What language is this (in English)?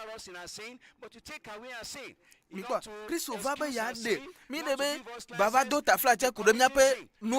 Ewe